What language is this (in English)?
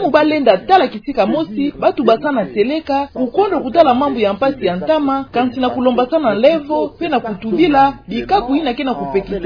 Kituba (Democratic Republic of Congo)